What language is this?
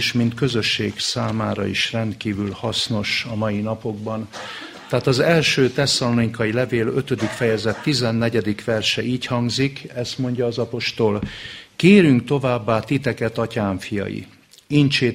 Hungarian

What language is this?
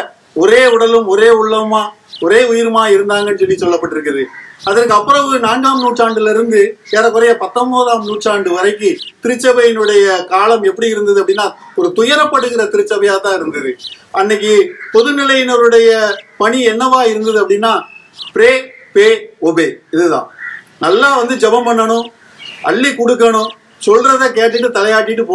Tamil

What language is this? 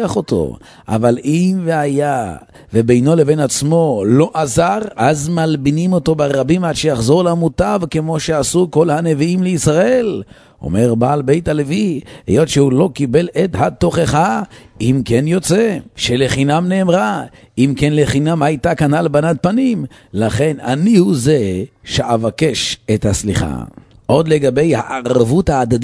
Hebrew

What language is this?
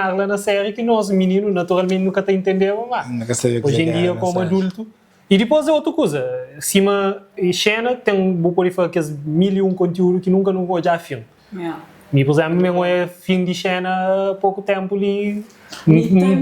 Kabuverdianu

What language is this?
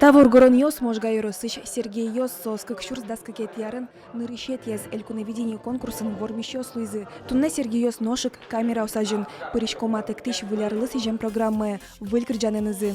Udmurt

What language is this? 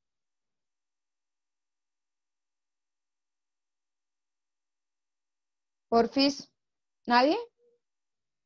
Spanish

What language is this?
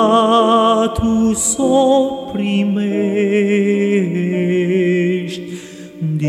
Romanian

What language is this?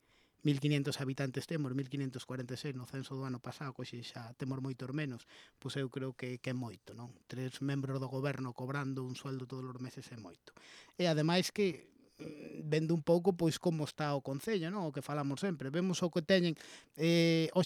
Galician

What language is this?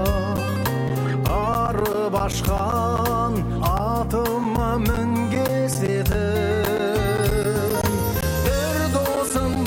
Kazakh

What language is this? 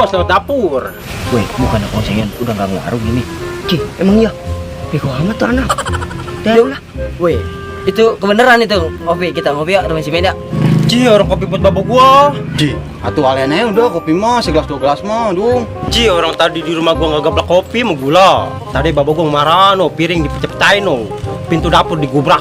Betawi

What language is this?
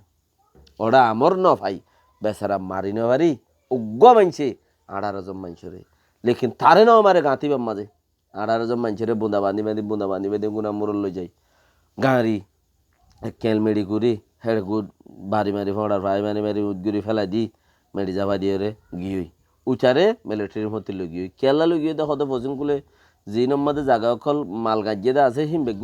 Rohingya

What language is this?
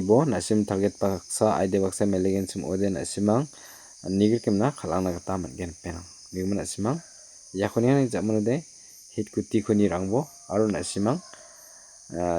Garo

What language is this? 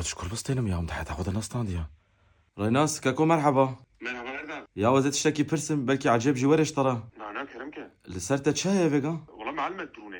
Kurdish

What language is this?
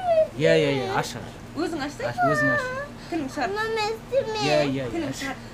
Kazakh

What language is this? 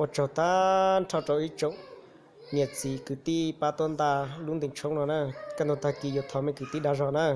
Hmong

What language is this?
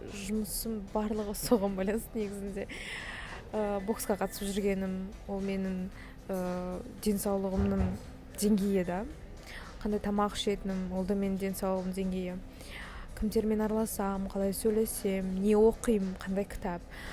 Kazakh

